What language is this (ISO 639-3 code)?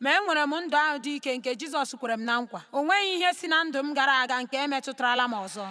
ibo